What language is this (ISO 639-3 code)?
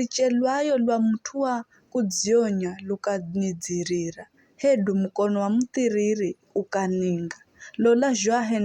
nyf